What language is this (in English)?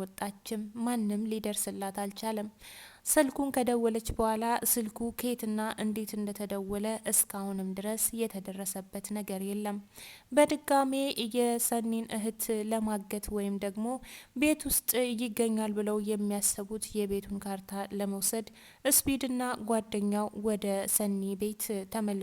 Amharic